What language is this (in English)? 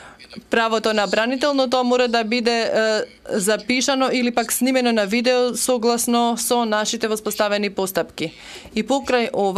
Macedonian